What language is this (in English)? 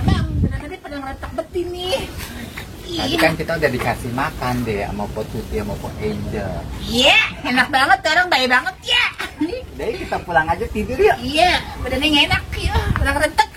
Betawi